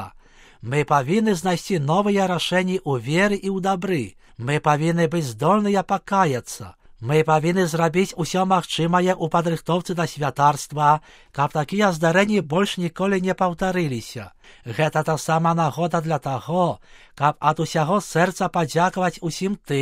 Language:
Belarusian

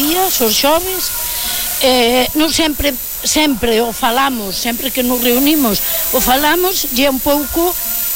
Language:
Galician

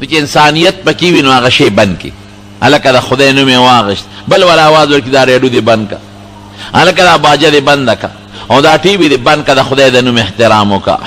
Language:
Pashto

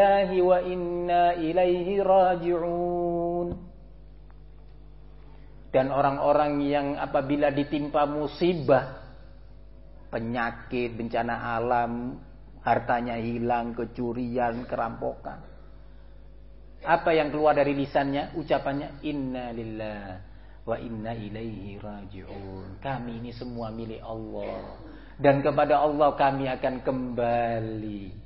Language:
Indonesian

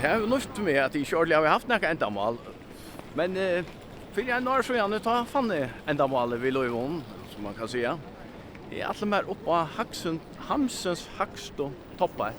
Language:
Faroese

